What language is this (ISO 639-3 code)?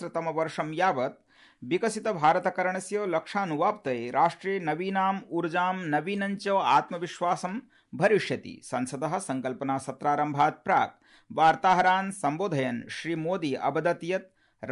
san